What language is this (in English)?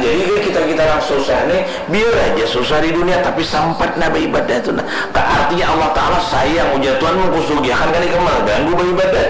Banjar